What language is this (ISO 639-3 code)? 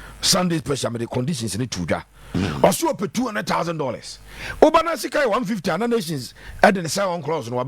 aka